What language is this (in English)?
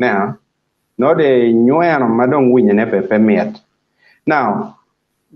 Acoli